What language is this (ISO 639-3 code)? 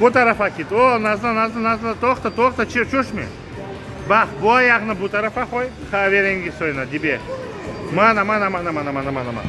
crh